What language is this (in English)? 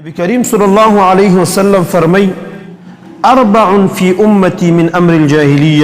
Pashto